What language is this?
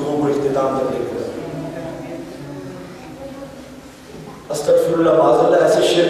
Urdu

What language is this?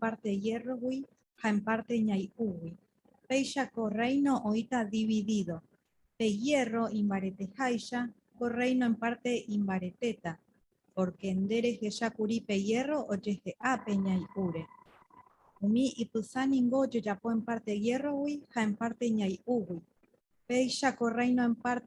Guarani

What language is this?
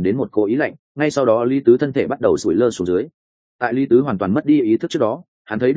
Vietnamese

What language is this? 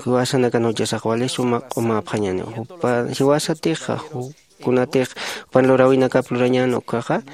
Aymara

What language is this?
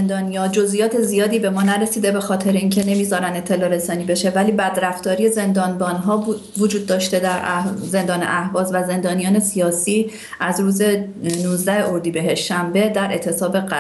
Persian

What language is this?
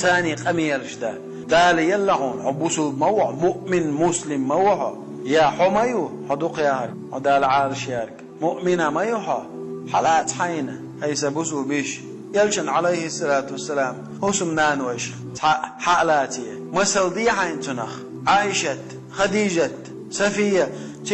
Chechen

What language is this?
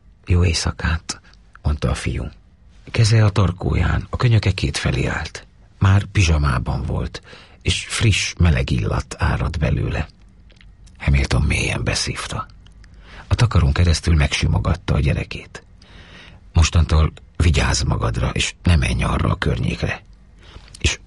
Hungarian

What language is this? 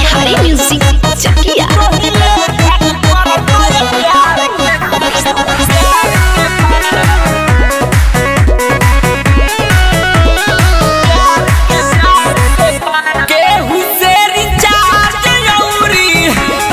Bhojpuri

